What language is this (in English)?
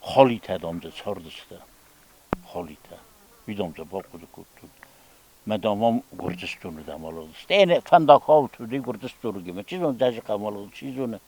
Ossetic